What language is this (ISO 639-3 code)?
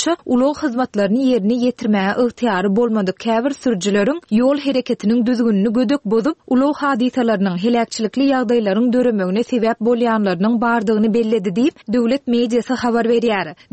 tuk